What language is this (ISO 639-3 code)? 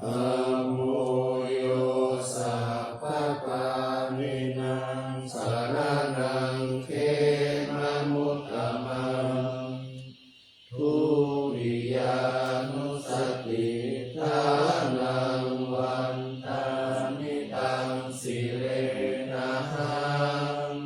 pli